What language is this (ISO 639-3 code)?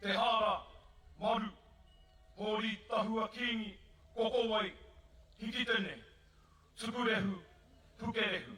mri